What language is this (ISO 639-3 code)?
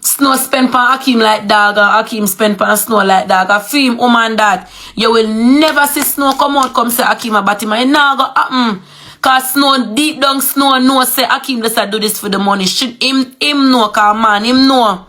jam